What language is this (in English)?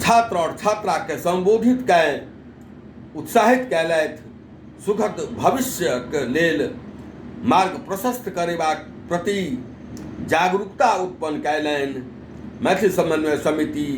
Maithili